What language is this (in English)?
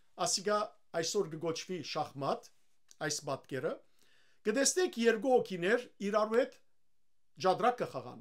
Western Armenian